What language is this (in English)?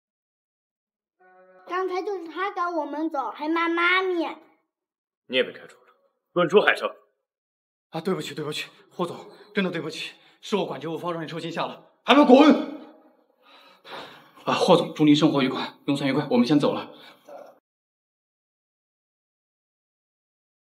Chinese